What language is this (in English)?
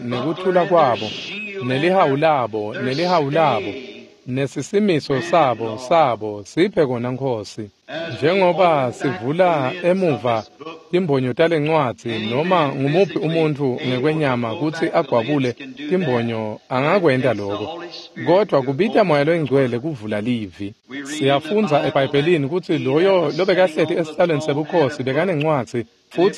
Swati